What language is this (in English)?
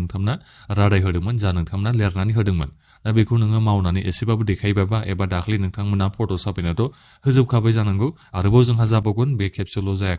Bodo